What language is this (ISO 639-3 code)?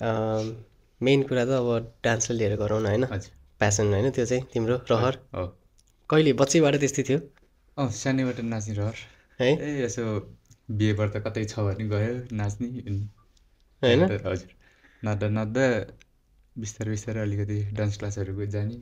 nep